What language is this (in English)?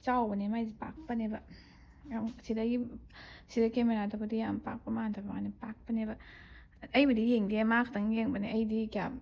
Manipuri